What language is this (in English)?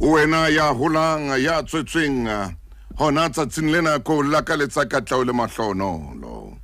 Southern Sotho